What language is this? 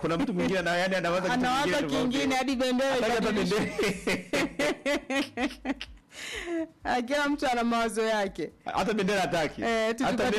Swahili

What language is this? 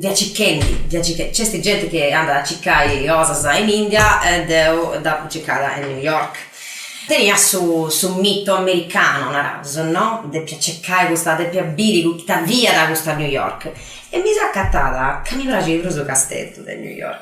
Sardinian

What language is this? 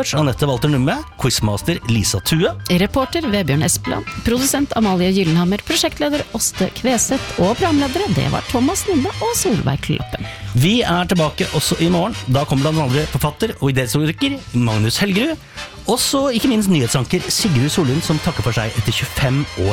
Norwegian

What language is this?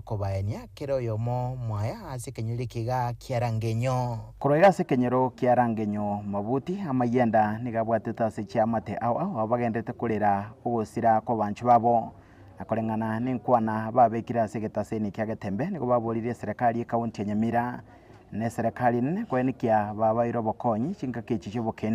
Gusii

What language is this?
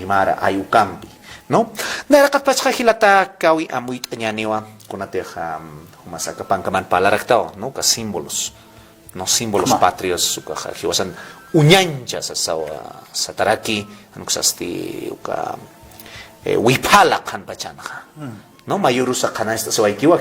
Aymara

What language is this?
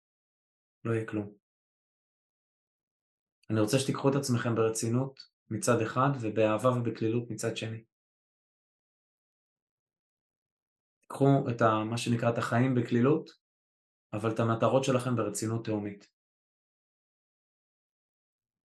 Hebrew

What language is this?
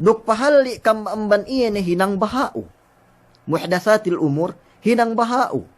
Yakan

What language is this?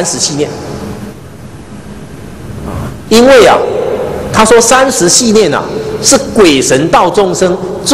Chinese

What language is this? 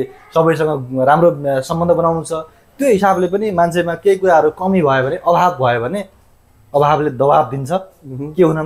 Nepali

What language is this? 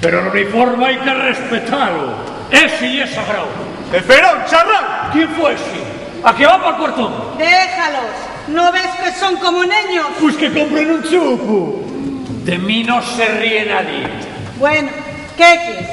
Asturian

